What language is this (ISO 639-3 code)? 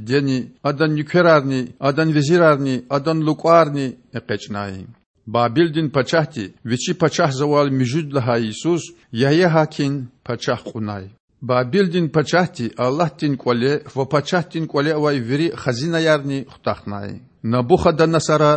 lez